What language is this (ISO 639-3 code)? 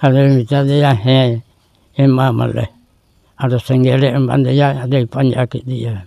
sat